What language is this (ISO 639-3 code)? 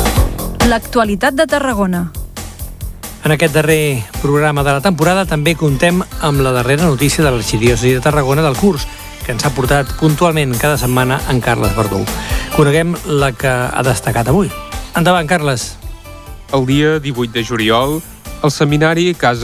cat